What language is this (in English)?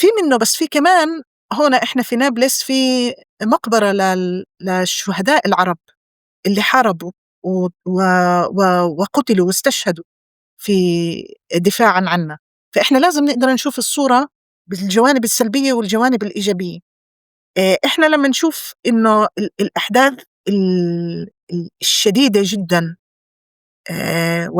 North Levantine Arabic